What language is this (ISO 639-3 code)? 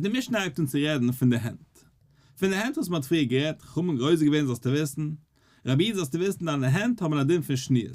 yid